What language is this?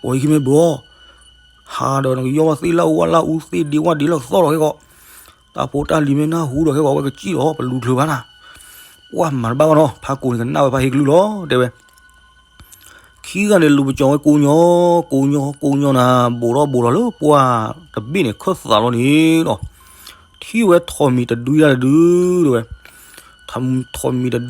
S'gaw Karen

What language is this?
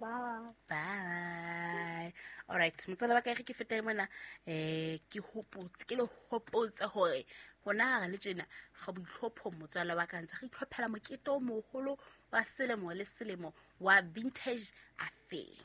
Southern Sotho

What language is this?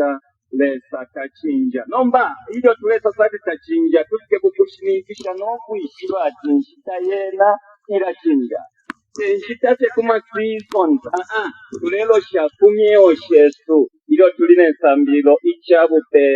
Bemba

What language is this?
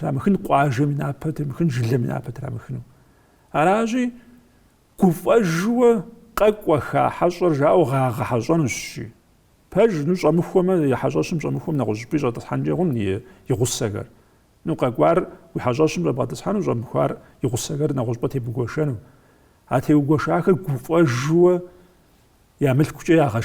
Kabardian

